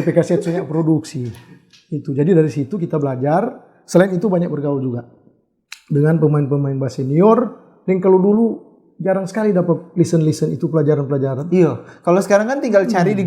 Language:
Manado Malay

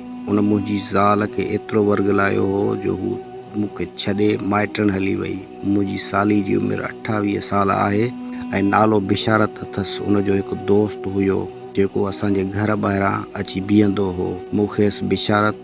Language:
Sindhi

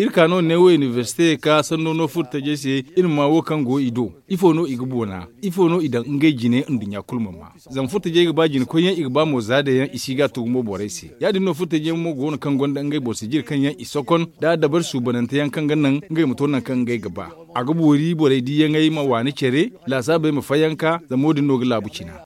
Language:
Zarma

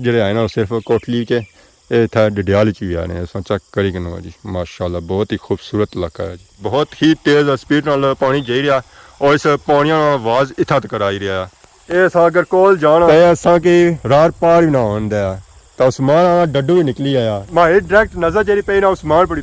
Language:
Pahari-Potwari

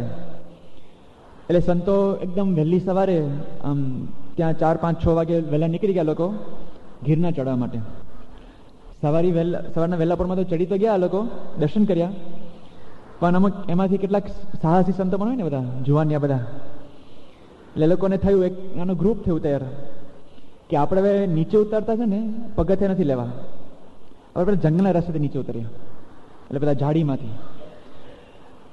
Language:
Gujarati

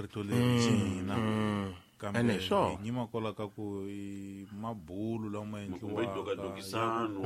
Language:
Tsonga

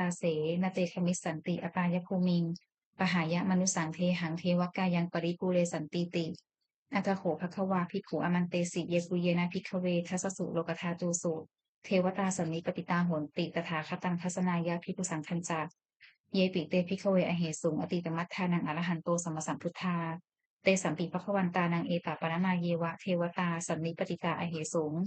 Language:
Pali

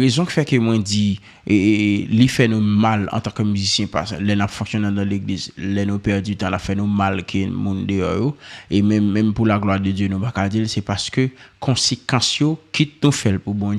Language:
Haitian Creole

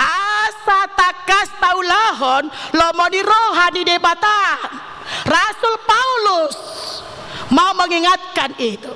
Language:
Batak Toba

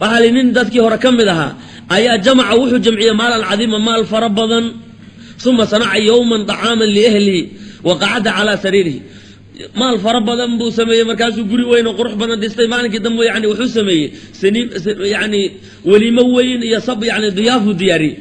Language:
Somali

